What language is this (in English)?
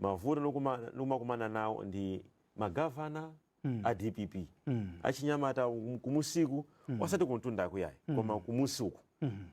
Nyanja